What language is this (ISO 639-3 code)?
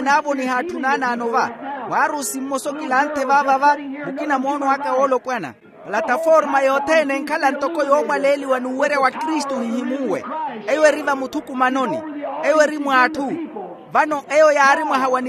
vmw